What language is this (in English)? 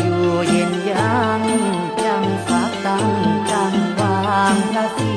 Lao